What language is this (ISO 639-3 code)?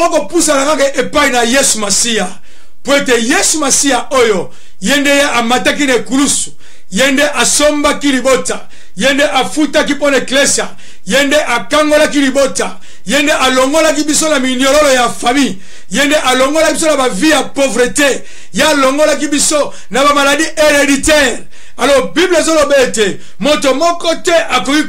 lin